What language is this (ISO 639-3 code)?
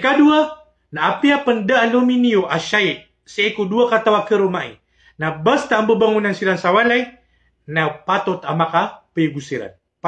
mrw